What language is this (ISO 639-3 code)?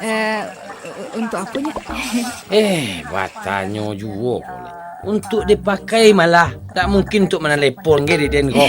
min